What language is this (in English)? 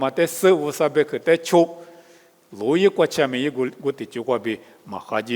Lisu